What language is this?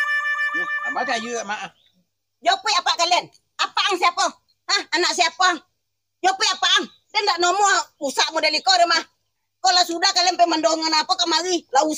Minangkabau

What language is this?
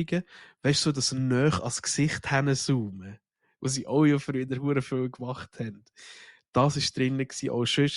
Swiss German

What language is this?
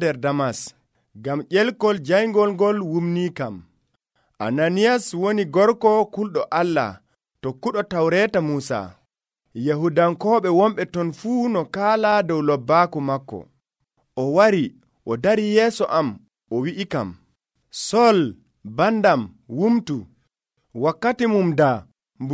Nigerian Fulfulde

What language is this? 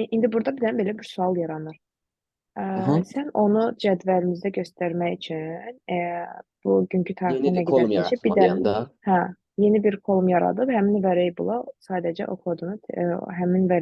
Azerbaijani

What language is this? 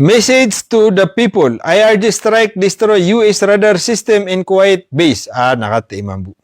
Maranao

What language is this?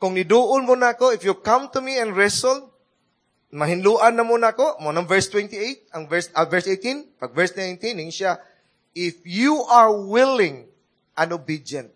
Cebuano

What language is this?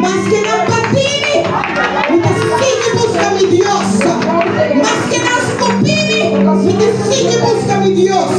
Papiamento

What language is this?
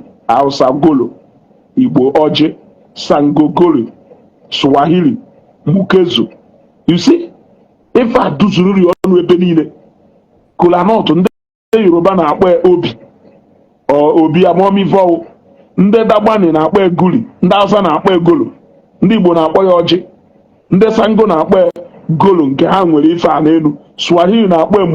Igbo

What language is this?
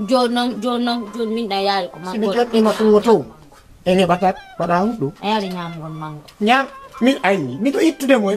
Fula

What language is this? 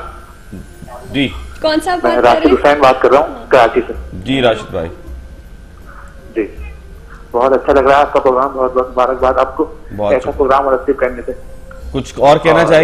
Urdu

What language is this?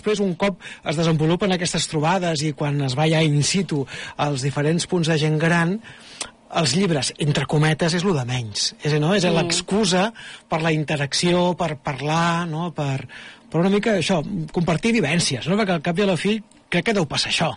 Catalan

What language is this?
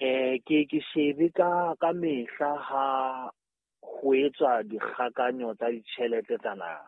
Southern Sotho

